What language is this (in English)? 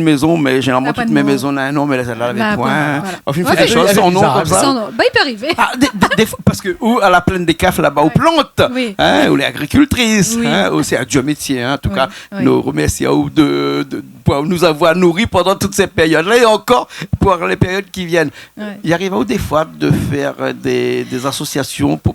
Réunion Creole French